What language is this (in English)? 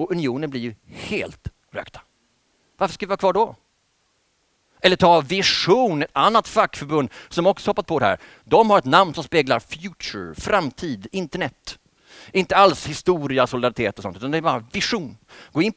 Swedish